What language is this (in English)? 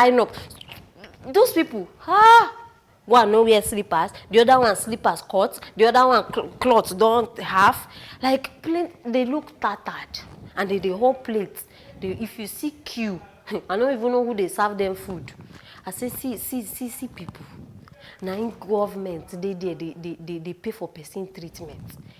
Nigerian Pidgin